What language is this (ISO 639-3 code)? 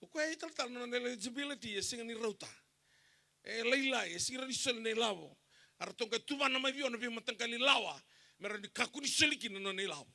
fij